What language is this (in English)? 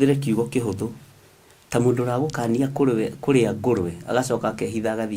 Kikuyu